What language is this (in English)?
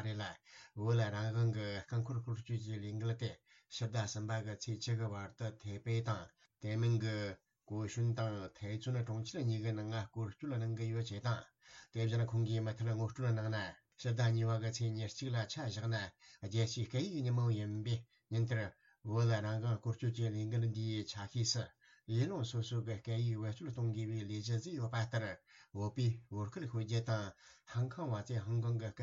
Tibetan